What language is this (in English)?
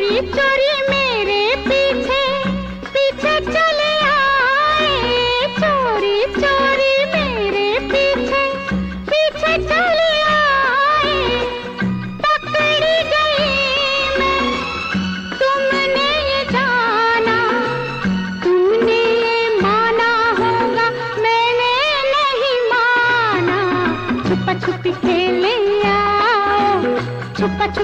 Hindi